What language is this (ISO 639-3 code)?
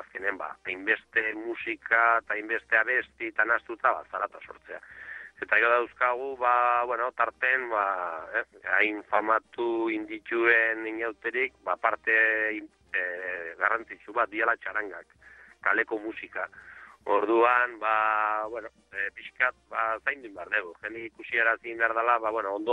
eus